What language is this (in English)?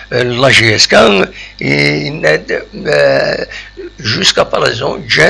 Kabyle